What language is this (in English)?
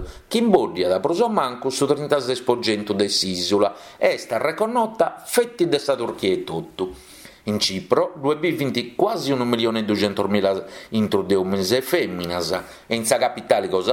Sardinian